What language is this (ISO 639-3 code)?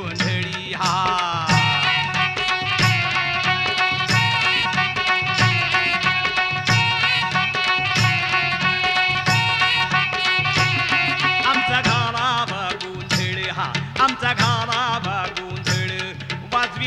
mar